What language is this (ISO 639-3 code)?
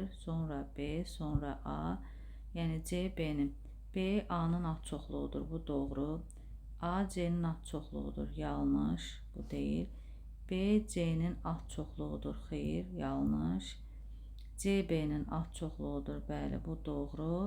aze